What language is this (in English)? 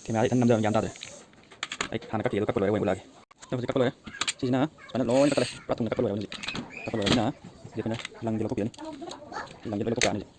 Manipuri